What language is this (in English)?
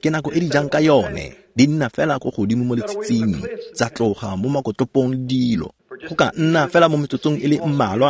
Tswana